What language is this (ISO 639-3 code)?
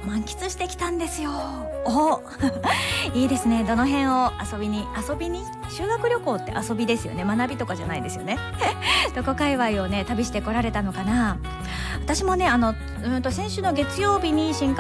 jpn